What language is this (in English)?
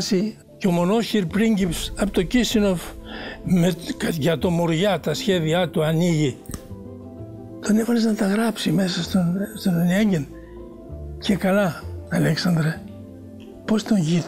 Greek